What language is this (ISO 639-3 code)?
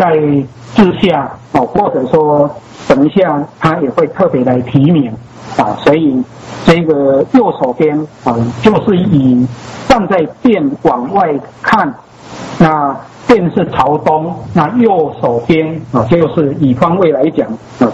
zho